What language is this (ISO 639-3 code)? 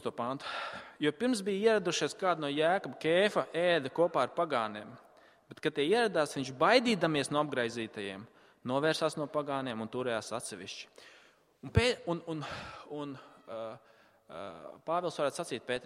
lav